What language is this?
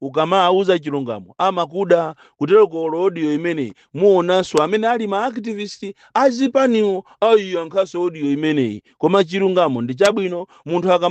Nyanja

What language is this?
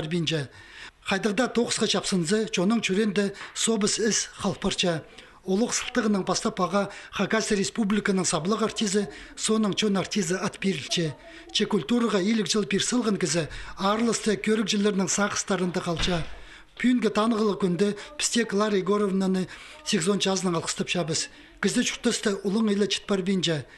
Khakas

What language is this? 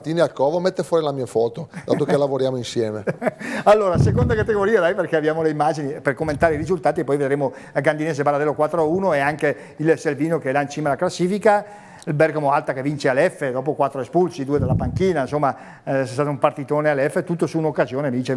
Italian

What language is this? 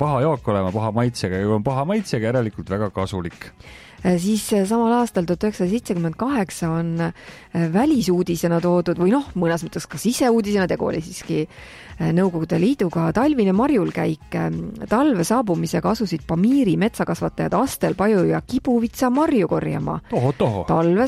Estonian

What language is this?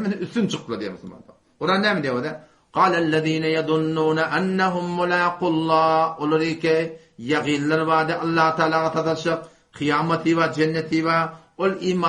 Turkmen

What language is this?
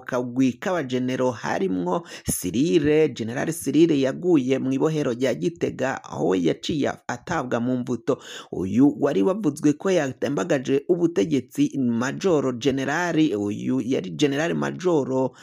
Rundi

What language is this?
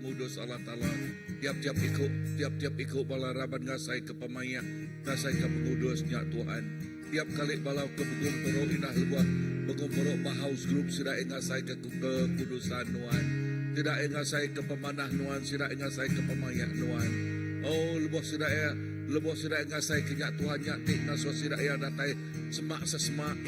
Iban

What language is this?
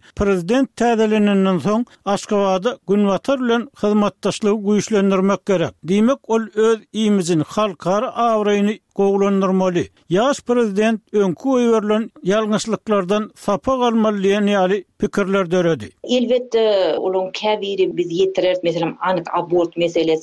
Turkmen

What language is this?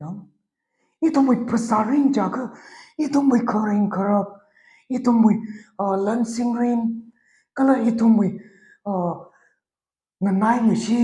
Tangkhul Naga (India)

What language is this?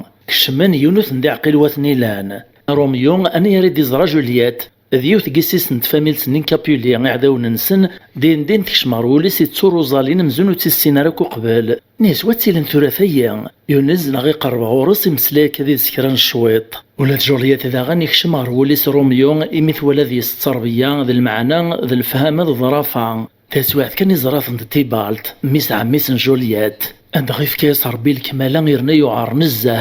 Kabyle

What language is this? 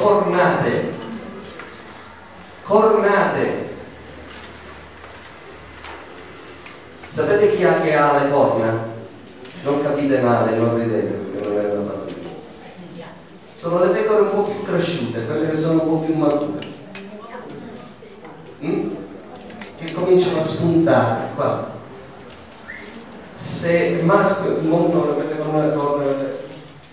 Italian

